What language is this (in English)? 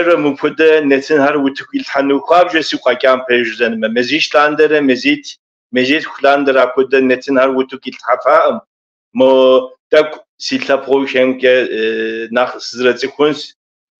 Kabardian